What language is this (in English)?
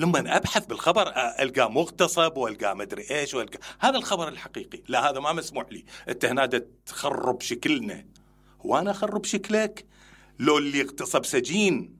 Mesopotamian Arabic